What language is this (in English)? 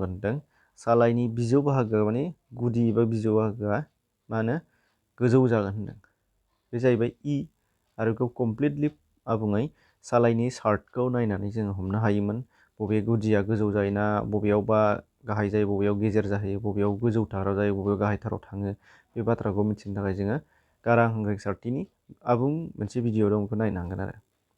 Bodo